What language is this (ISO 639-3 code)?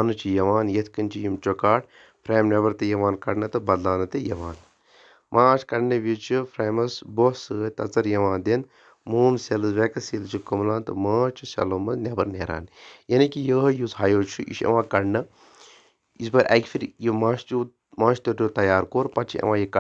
kas